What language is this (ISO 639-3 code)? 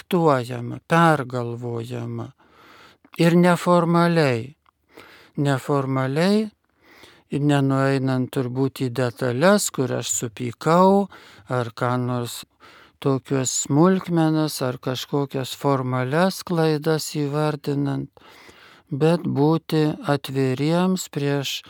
lit